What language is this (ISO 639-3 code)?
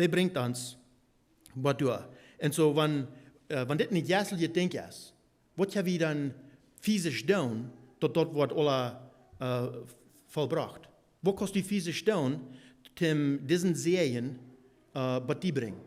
pdt